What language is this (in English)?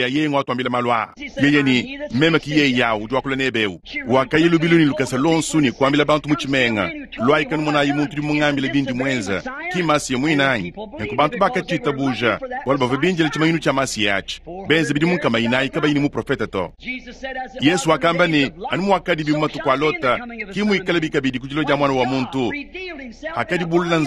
Luba-Lulua